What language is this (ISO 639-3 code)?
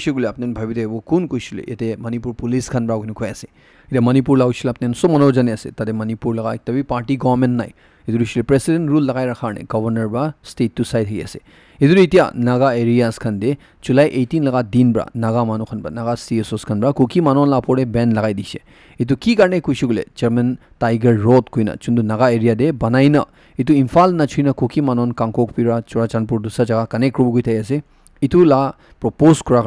nag